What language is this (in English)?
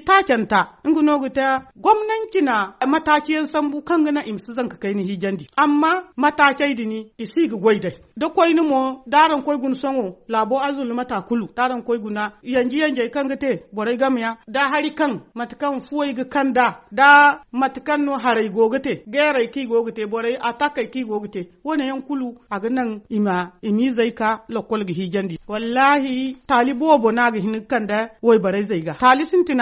Zarma